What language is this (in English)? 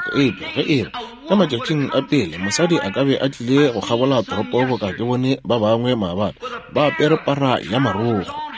Northern Sotho